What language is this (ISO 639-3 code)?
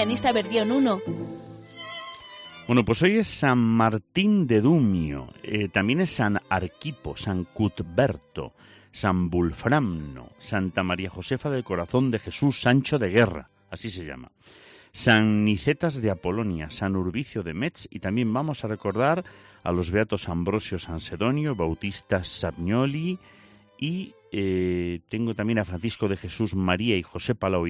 spa